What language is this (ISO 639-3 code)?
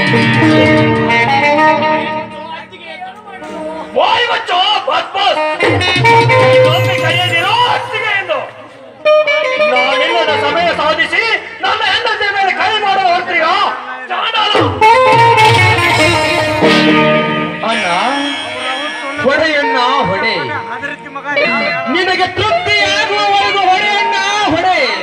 kan